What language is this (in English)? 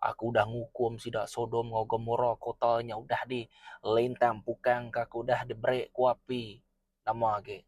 Iban